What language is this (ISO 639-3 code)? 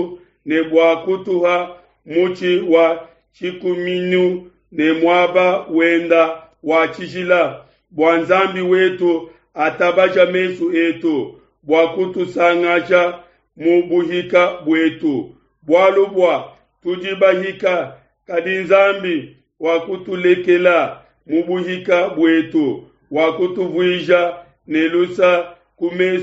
lua